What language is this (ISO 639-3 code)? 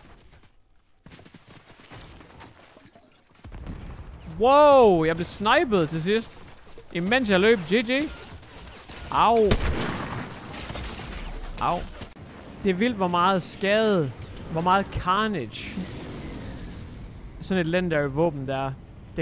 dan